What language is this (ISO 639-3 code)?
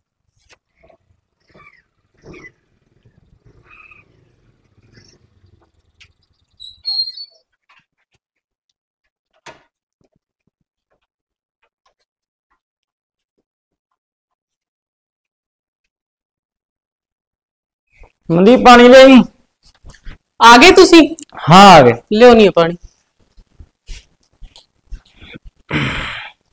pan